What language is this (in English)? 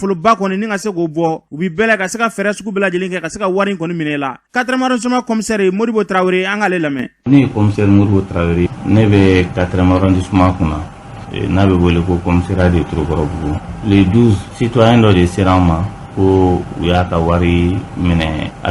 Bambara